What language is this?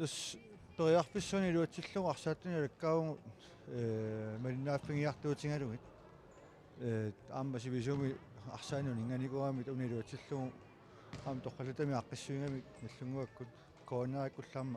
Kalaallisut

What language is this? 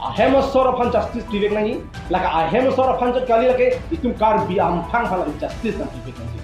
Karbi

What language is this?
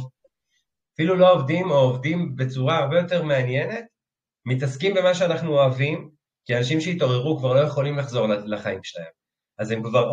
Hebrew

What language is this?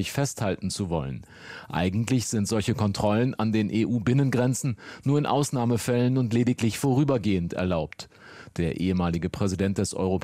German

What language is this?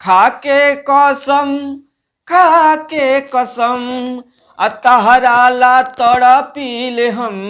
Bhojpuri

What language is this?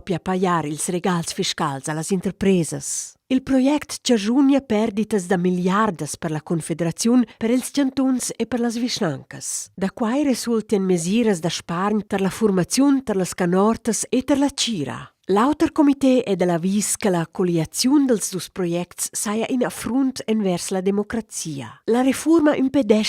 Romansh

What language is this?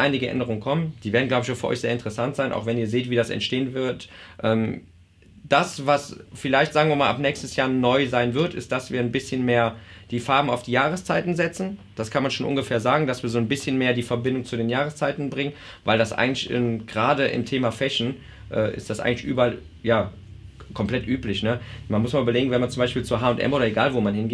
German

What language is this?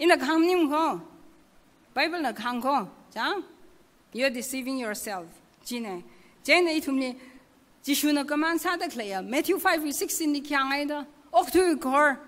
Tangkhul Naga (India)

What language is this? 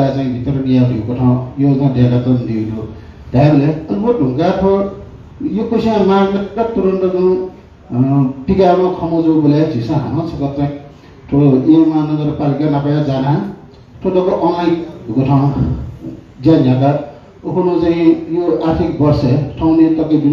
Newari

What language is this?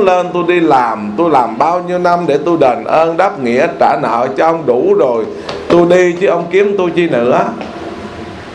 Vietnamese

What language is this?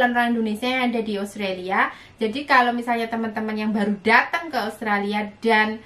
Indonesian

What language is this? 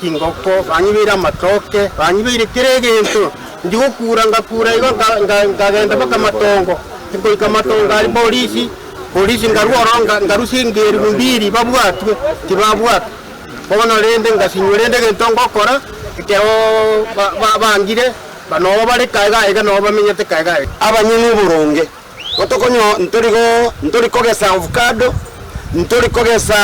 Gusii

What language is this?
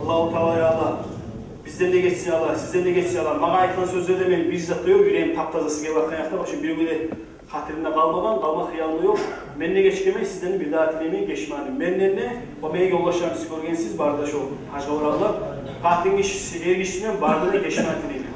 Kumyk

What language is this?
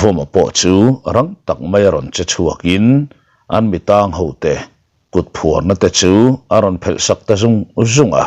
Mizo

